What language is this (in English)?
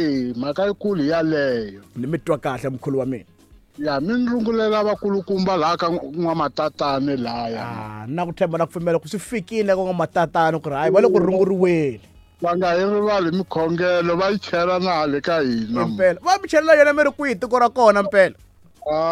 Tsonga